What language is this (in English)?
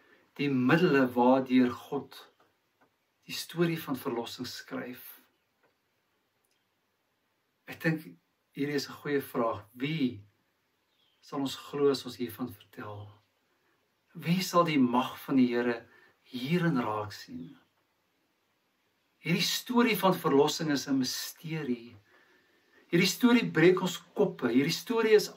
Afrikaans